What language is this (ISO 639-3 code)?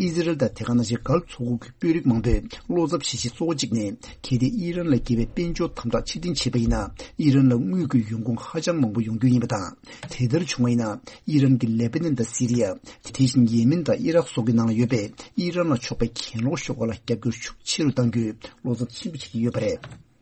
bod